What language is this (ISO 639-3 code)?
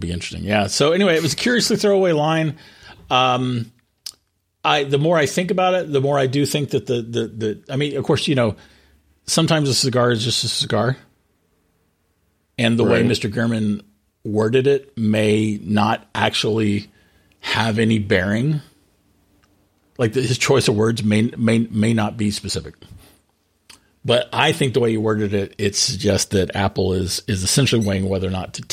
eng